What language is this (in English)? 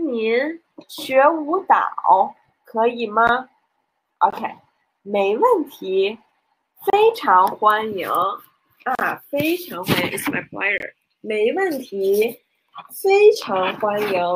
Chinese